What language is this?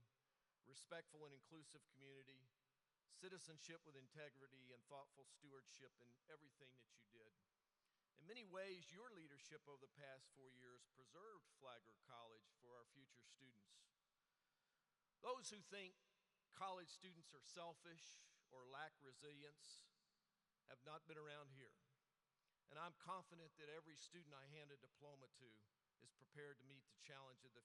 English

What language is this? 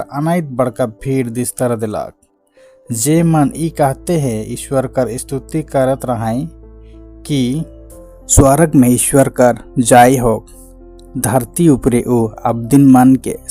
Sadri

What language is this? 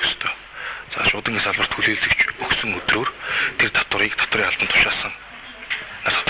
Mongolian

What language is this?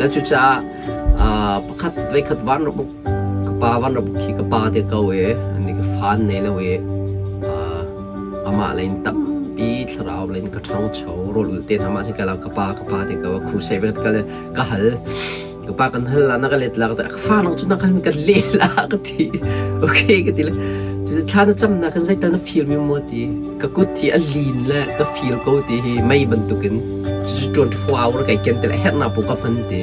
Hakha Chin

